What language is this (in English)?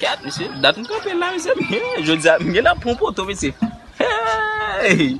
Haitian Creole